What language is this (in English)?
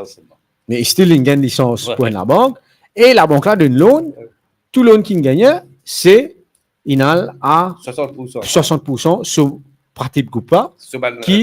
Morisyen